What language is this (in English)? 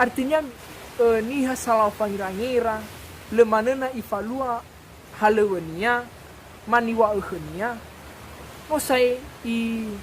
Nias